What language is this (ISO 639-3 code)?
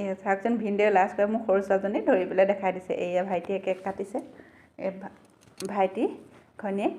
asm